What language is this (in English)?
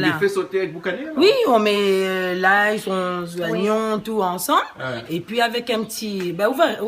Réunion Creole French